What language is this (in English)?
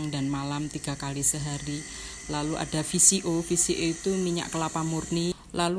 Indonesian